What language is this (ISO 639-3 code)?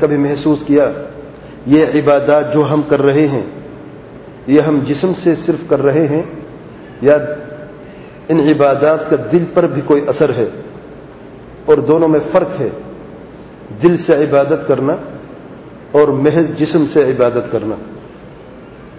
urd